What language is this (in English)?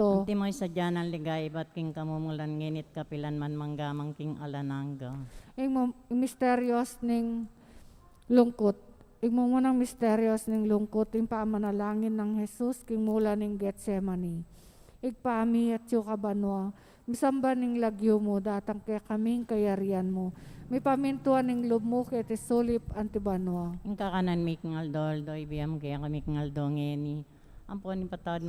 Pampanga